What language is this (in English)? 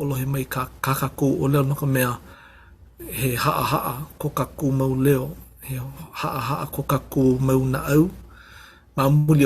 Hawaiian